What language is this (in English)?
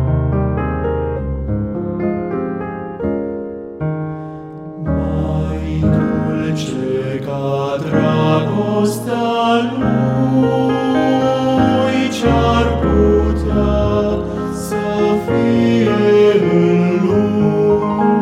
Romanian